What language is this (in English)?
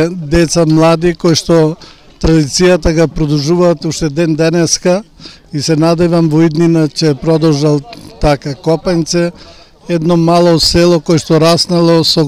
Macedonian